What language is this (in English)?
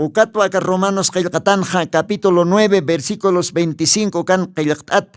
Aymara